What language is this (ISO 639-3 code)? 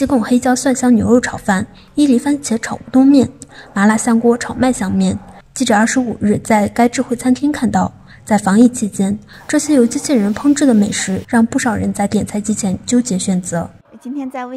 zho